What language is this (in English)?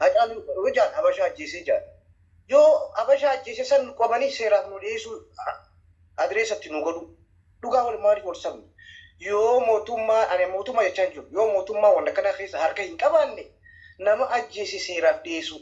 Oromo